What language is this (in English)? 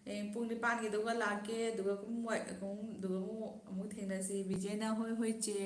Manipuri